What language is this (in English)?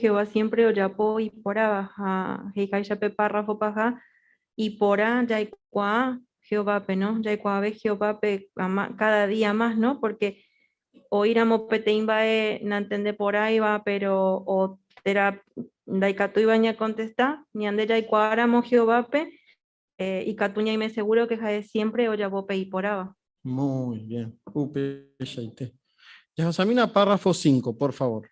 Guarani